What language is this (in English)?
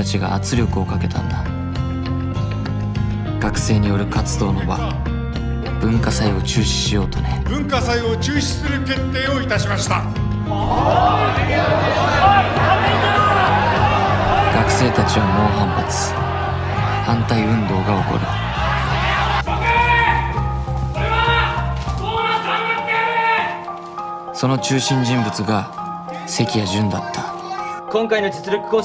Japanese